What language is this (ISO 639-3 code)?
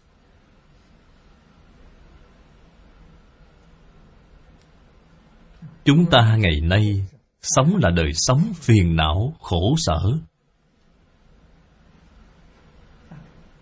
vie